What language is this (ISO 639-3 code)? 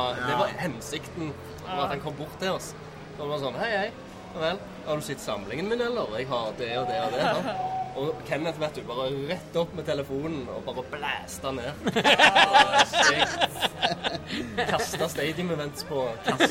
nor